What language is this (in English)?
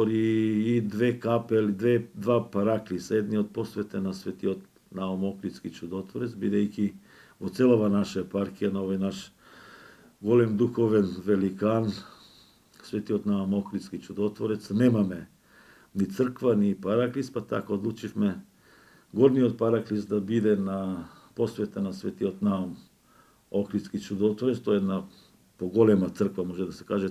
Macedonian